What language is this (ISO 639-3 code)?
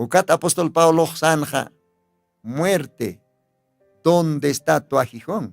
aym